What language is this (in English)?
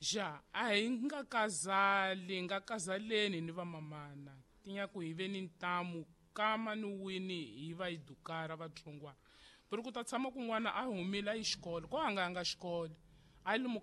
Tsonga